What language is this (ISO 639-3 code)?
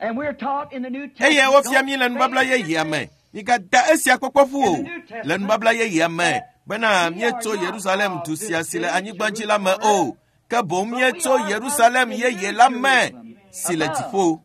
ewe